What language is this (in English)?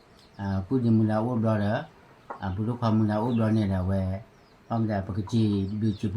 S'gaw Karen